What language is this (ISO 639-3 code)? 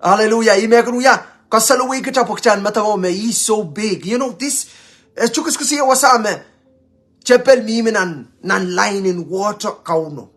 pon